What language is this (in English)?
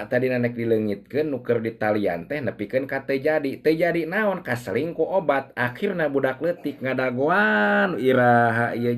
Sundanese